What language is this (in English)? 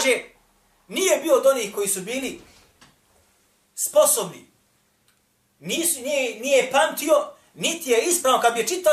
Bosnian